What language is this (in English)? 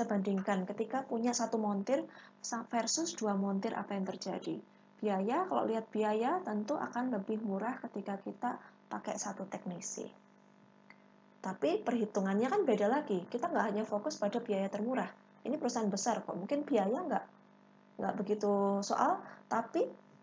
Indonesian